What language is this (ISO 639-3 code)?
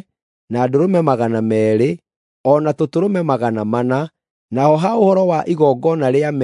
kik